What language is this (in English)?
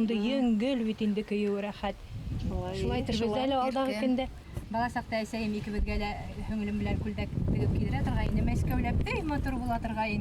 Bashkir